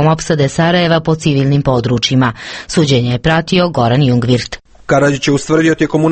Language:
Croatian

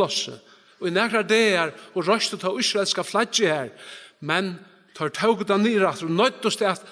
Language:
Faroese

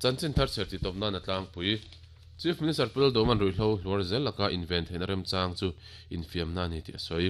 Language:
Mizo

